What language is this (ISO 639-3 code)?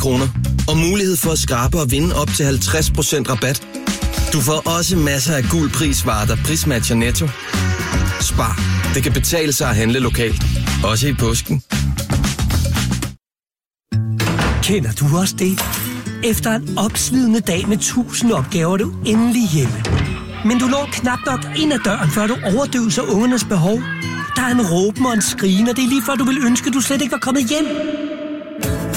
dan